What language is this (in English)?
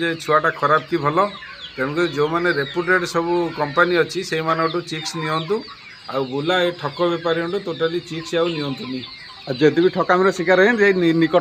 Odia